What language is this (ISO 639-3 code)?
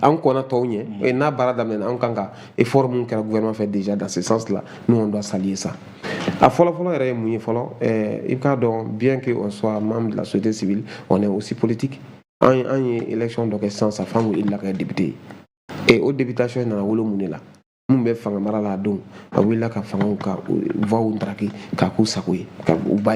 bam